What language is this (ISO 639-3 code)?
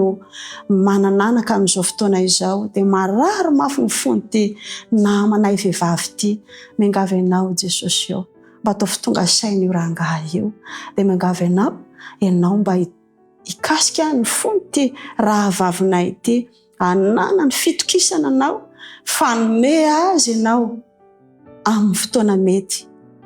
mlg